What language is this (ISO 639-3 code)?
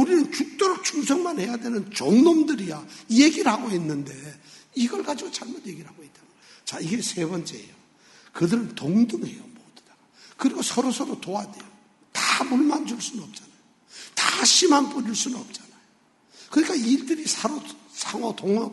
kor